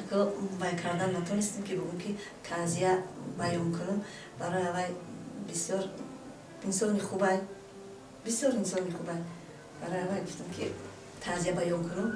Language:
Tajik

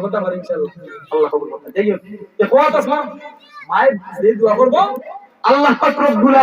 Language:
Sylheti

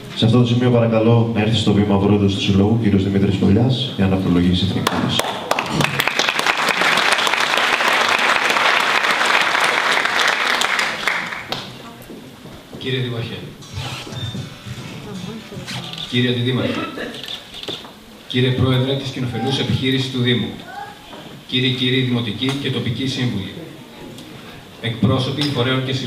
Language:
Greek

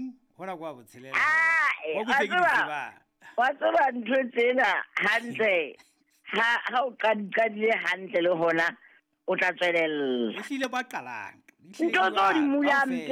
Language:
Southern Sotho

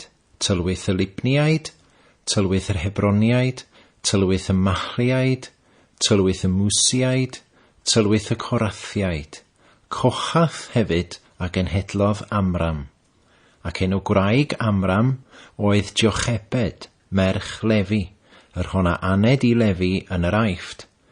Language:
Welsh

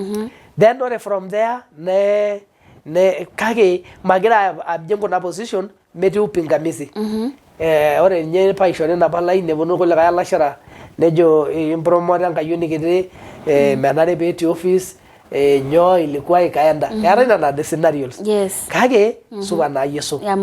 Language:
Masai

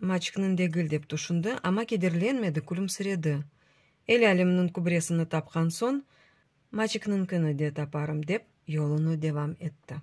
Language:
Crimean Tatar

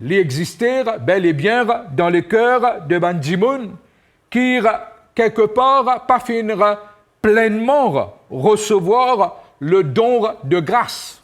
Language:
Morisyen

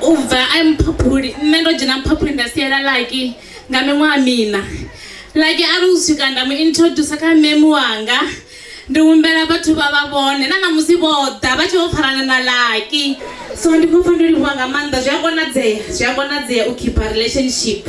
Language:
Venda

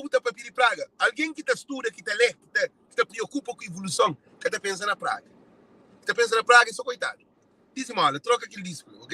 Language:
Kabuverdianu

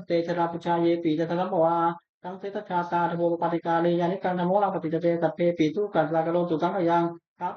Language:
Pali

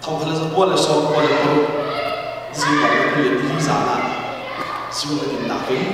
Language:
Hakha Chin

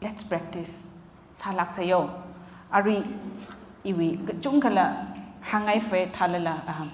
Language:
Tangkhul Naga (India)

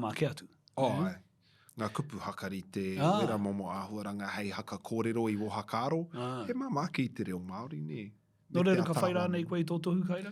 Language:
Māori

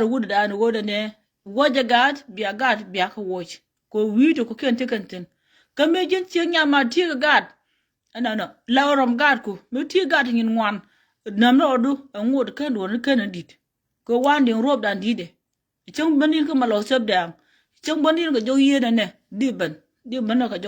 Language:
Nuer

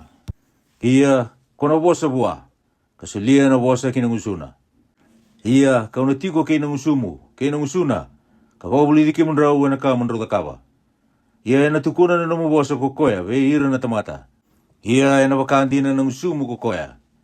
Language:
Fijian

